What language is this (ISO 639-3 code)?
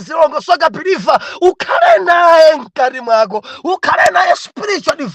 nya